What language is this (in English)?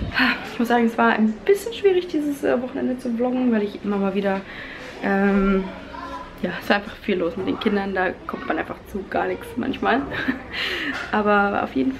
German